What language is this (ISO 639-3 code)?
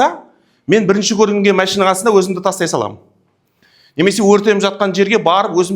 kaz